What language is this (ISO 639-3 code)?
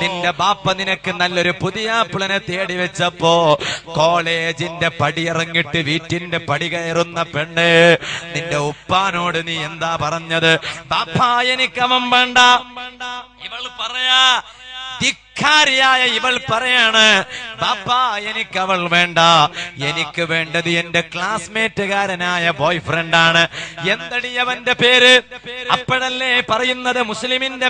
mal